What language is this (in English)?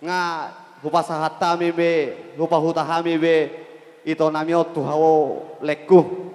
Batak Toba